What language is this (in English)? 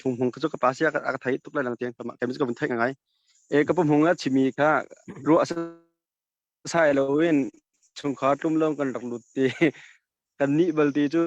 Hakha Chin